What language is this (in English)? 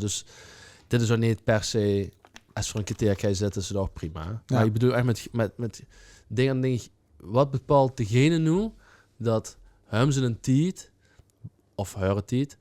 Limburgish